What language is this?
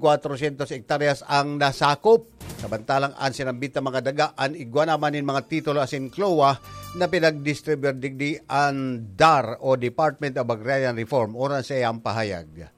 Bikol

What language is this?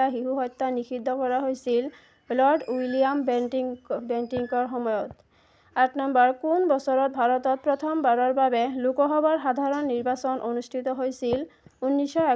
Assamese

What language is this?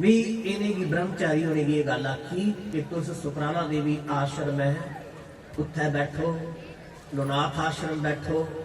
Dogri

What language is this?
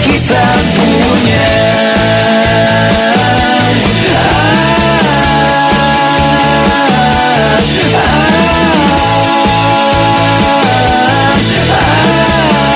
Indonesian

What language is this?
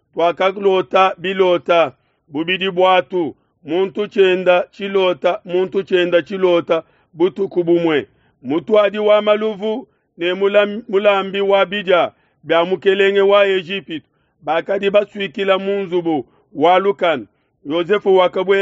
Luba-Lulua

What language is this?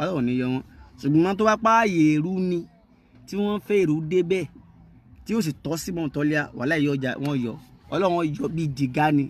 Yoruba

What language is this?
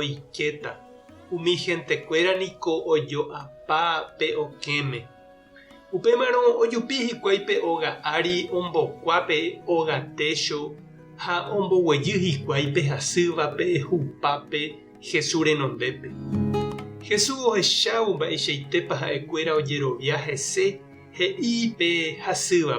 Guarani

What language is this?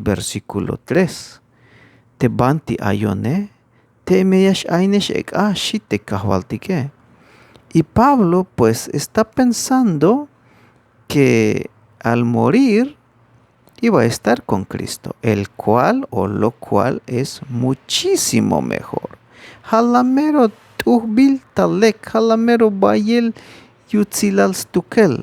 Tzeltal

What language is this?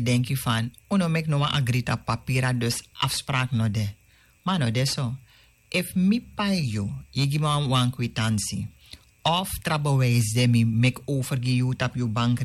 Sranan Tongo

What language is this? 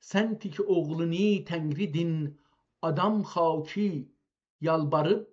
South Azerbaijani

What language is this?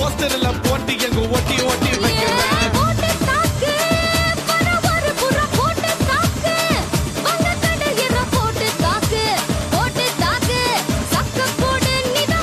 Tamil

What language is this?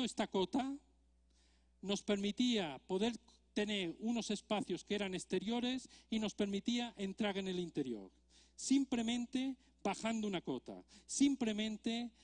Spanish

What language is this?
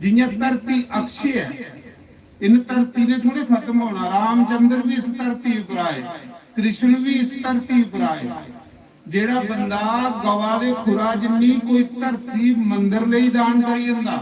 Dogri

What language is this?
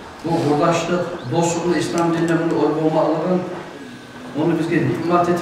Kumyk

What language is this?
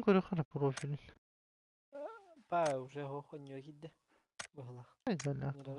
Yakut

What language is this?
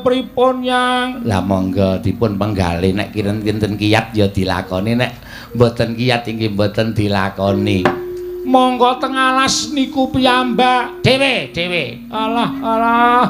Javanese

